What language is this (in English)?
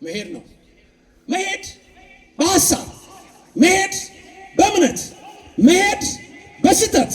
Amharic